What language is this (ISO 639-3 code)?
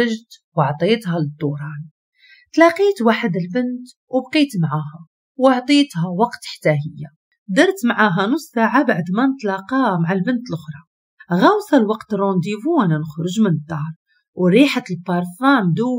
ary